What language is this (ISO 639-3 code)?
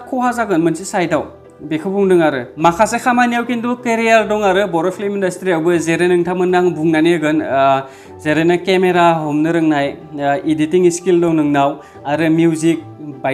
brx